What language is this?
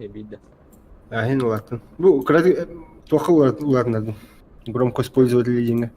Yakut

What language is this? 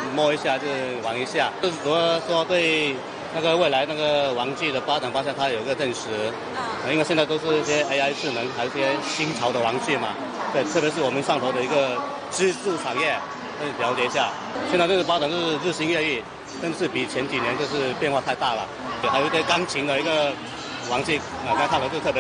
Chinese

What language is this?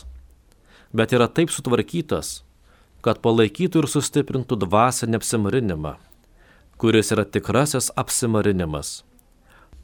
Lithuanian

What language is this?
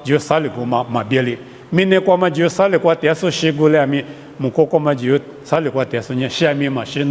Lisu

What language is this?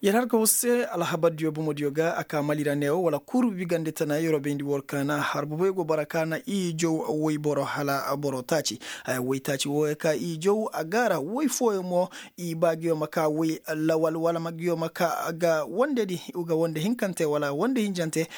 Koyraboro Senni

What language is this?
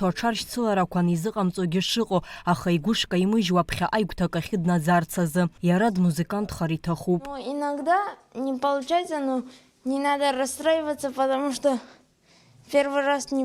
Abkhazian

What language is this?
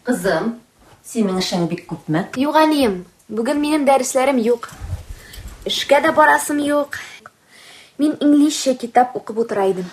Tatar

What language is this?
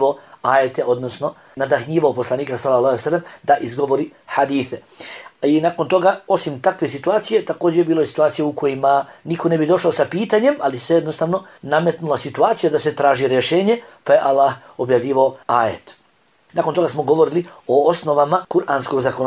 Bosnian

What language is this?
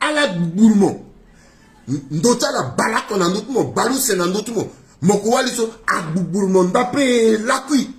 Sango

